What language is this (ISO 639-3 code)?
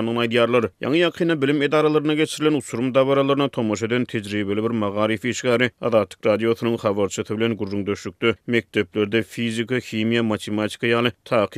tuk